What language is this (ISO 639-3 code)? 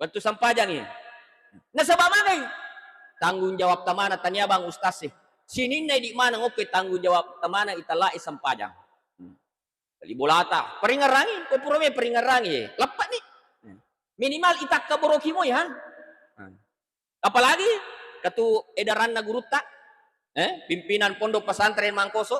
bug